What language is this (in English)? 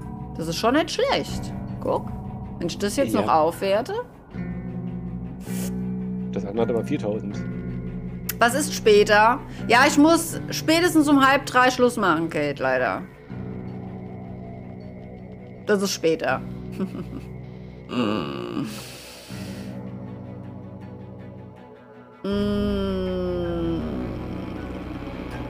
German